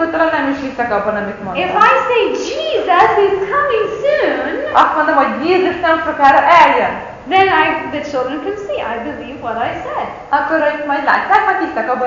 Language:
Hungarian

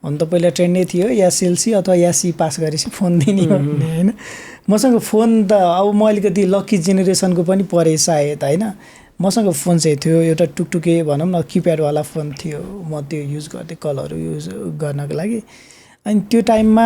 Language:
Nepali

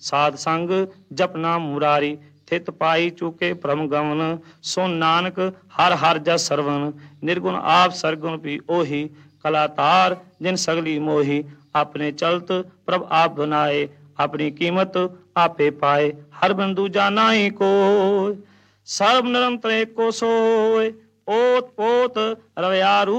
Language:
Punjabi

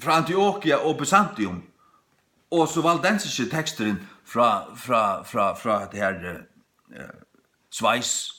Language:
Faroese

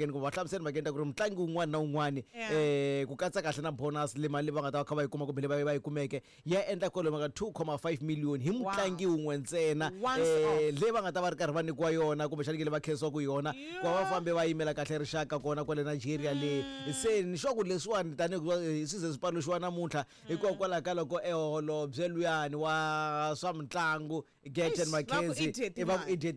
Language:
Tsonga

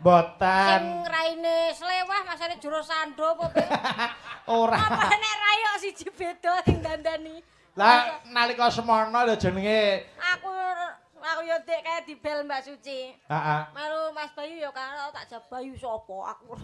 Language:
Javanese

